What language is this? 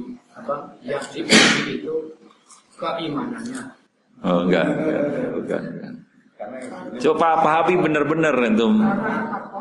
Indonesian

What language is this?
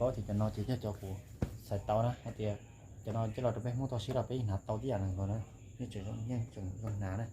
Hmong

